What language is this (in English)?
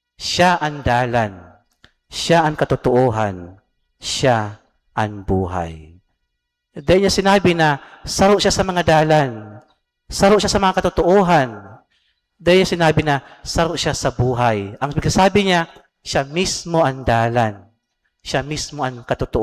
Bikol